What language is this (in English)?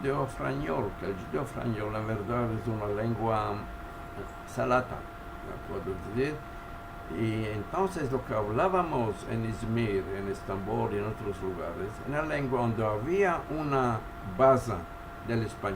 Ladino